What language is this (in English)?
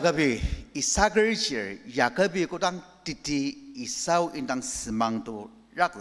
Ao Naga